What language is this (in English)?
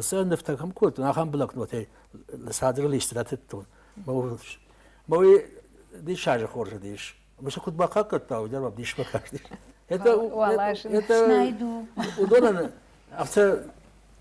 Ossetic